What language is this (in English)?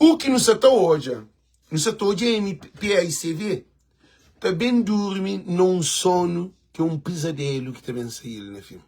Kabuverdianu